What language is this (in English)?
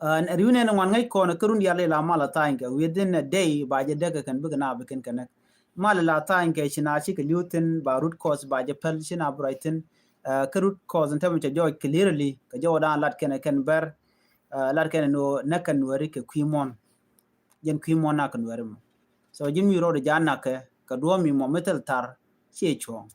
Nuer